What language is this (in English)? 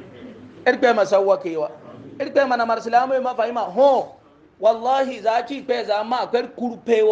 Hausa